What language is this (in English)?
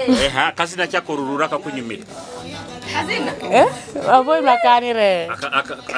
Nyoro